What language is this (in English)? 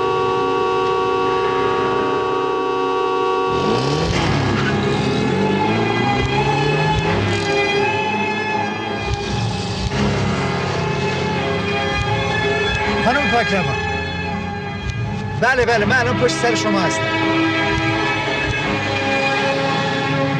Persian